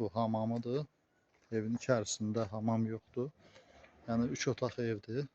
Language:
Azerbaijani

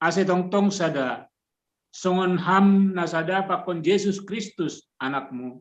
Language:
Batak Simalungun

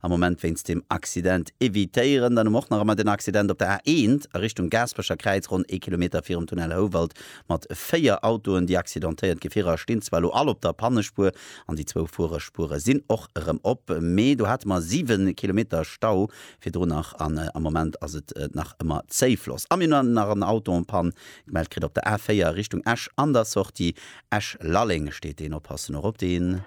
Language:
Luxembourgish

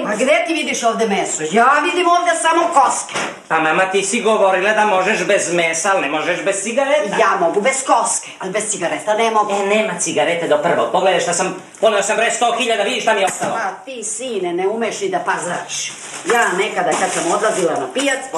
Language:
Serbian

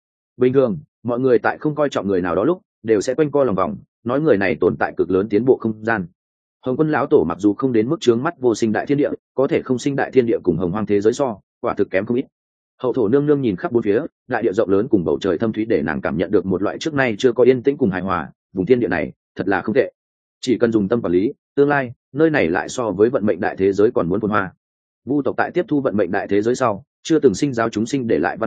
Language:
Vietnamese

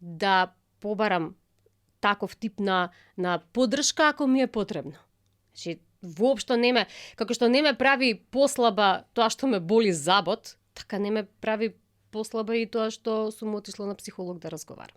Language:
Macedonian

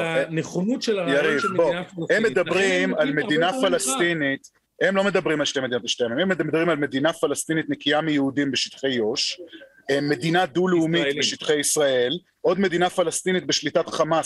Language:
Hebrew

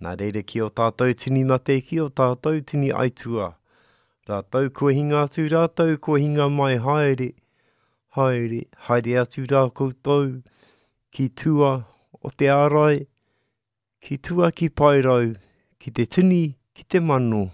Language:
Māori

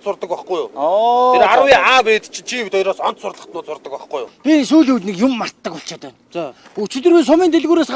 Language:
Mongolian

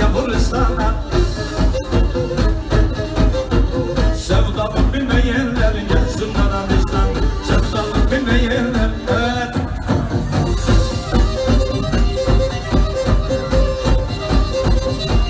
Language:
Turkish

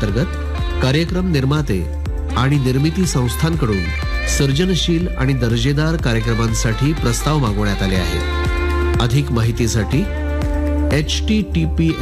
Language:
Marathi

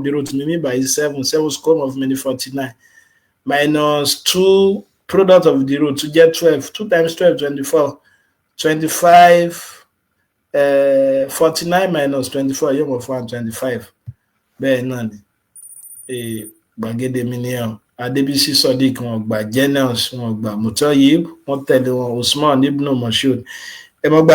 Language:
Yoruba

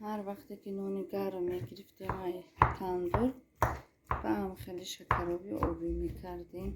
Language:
Tajik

